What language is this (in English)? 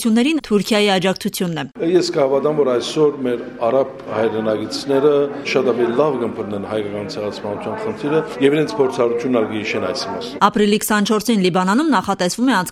Armenian